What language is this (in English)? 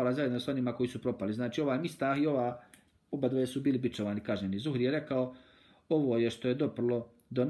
Bosnian